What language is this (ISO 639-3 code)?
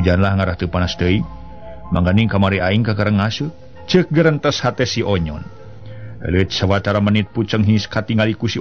sun